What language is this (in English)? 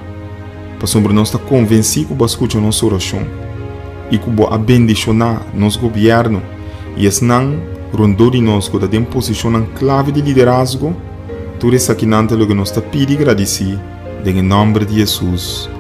Papiamento